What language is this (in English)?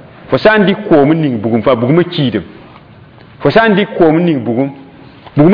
Mossi